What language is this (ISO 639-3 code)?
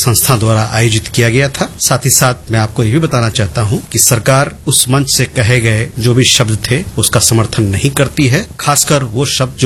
hin